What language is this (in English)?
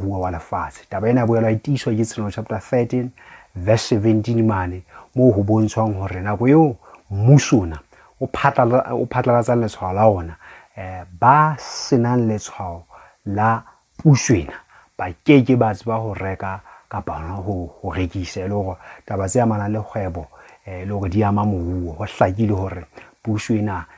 Southern Sotho